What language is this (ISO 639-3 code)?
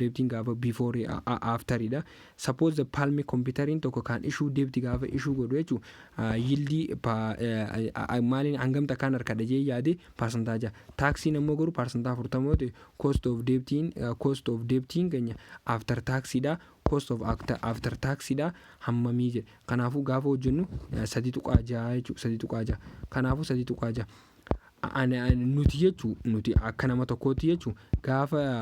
orm